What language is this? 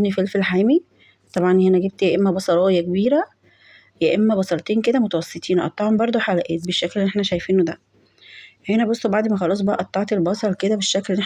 Egyptian Arabic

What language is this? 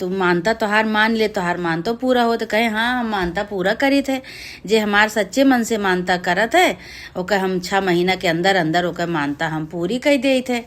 Awadhi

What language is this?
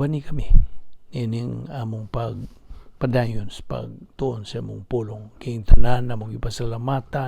Cebuano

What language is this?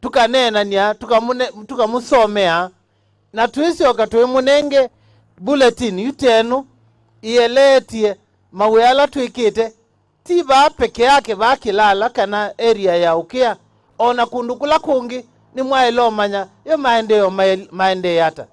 Kamba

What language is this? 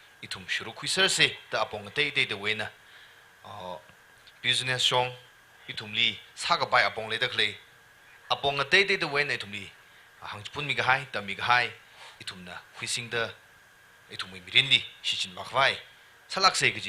Tangkhul Naga (India)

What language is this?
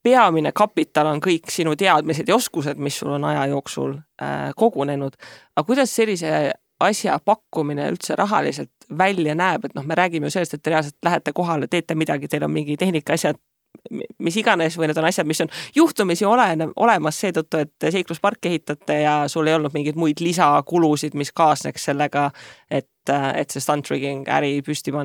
Estonian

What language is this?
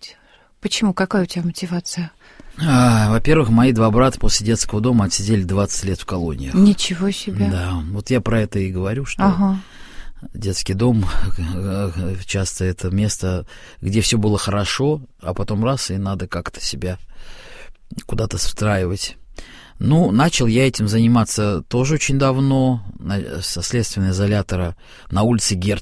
Russian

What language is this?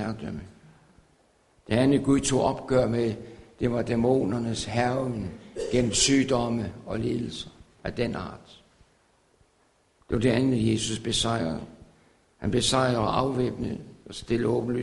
Danish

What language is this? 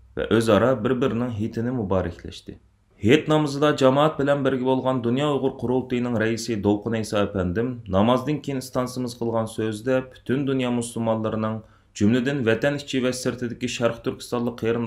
Uyghur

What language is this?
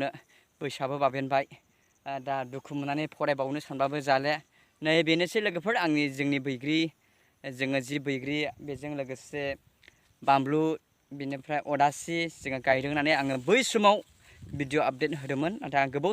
Bodo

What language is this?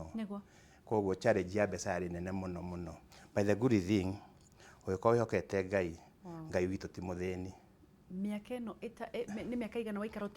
Kikuyu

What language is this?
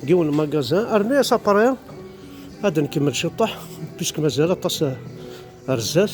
Kabyle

